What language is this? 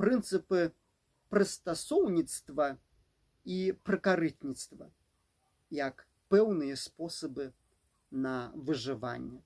Belarusian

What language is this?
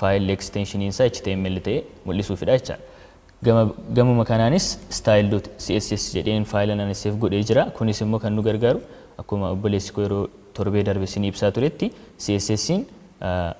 Oromo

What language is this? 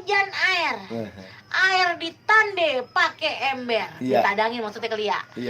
Betawi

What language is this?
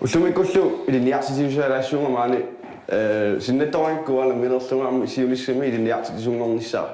Kalaallisut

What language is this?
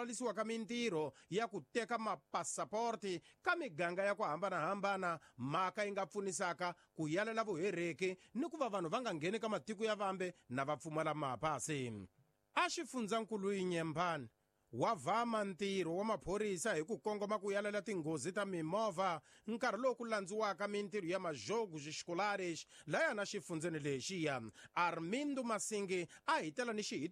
Tsonga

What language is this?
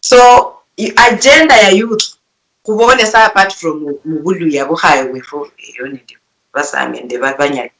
Luyia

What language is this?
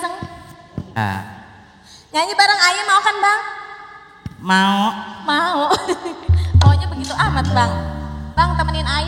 Betawi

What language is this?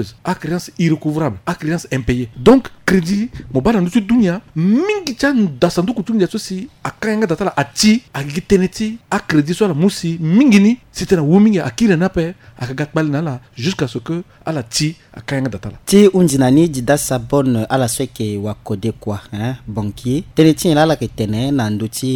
Sango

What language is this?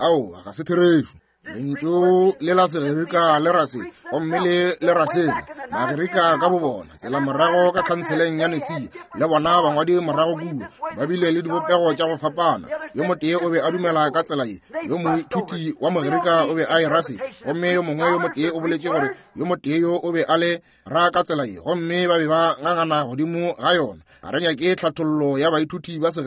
Northern Sotho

